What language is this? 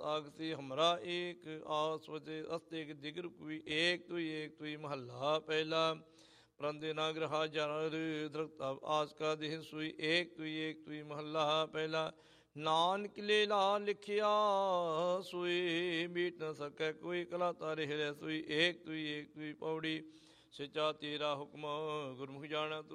Punjabi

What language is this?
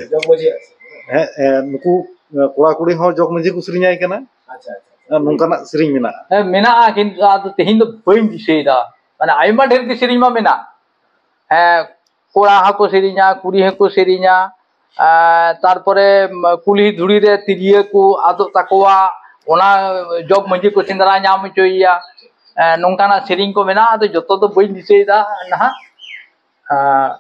Santali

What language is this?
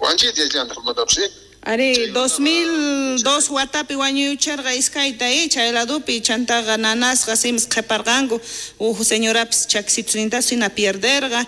South Bolivian Quechua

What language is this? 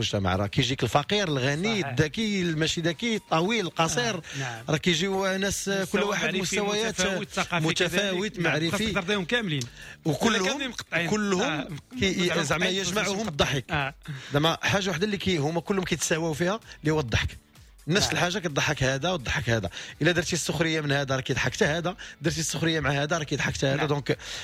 Moroccan Arabic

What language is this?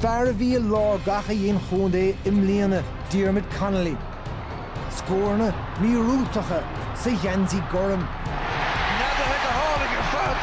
Irish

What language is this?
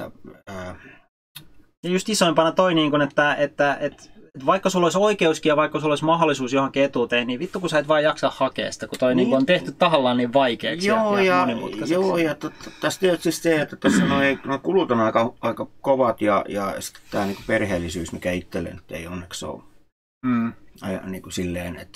Finnish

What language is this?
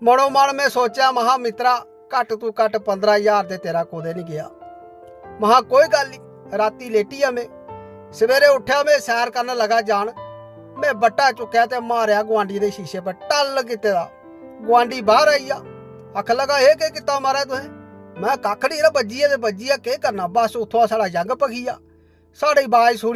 Dogri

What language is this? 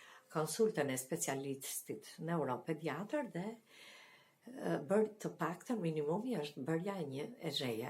Albanian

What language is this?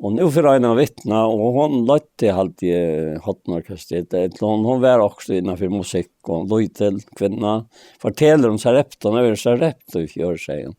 Faroese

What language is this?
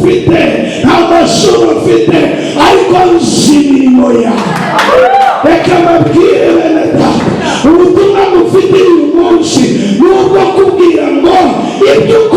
Kinyarwanda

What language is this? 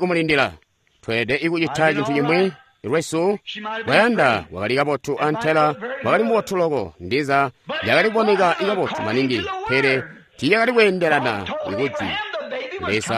Tonga (Zambia)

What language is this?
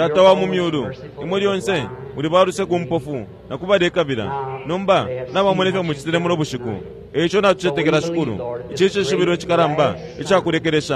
Bemba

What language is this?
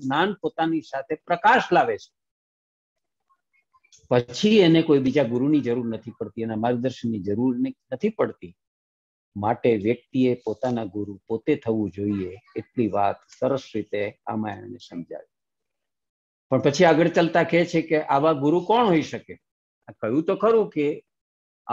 Gujarati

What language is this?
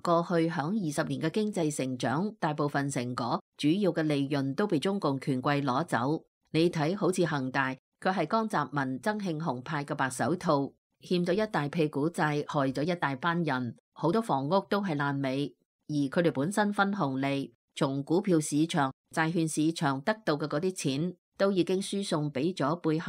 Cantonese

